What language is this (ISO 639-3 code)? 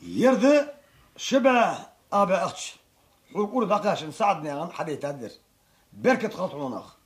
inh